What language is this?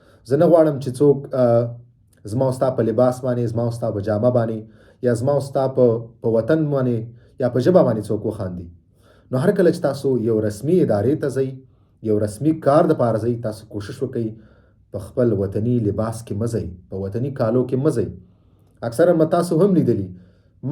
Pashto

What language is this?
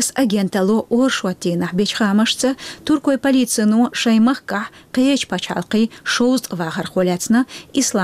Chechen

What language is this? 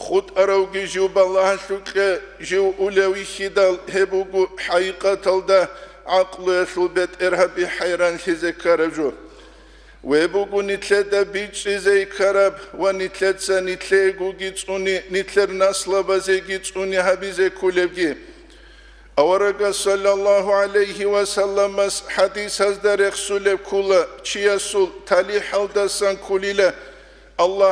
Avaric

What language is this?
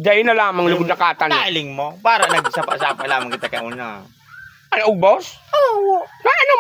Bikol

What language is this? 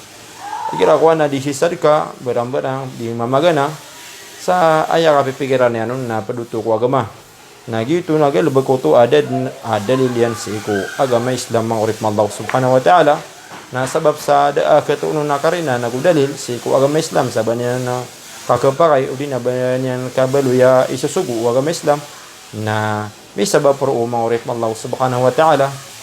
Maranao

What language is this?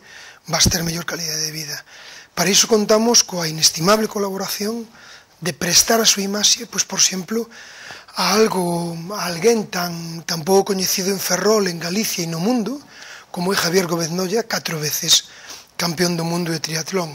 Galician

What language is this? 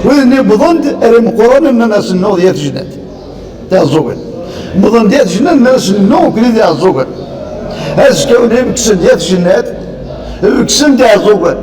Kabyle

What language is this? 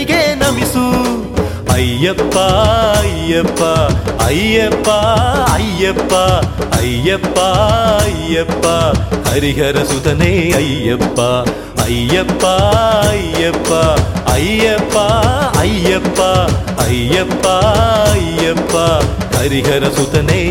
Kannada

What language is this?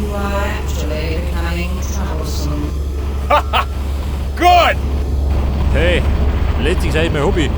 Bavarian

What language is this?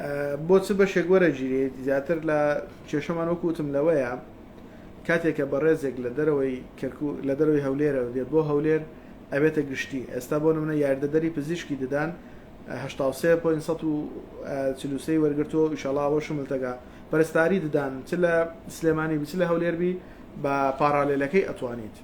Central Kurdish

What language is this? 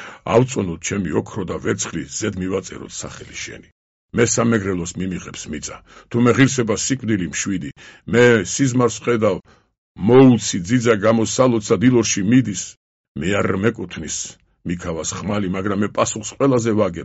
Georgian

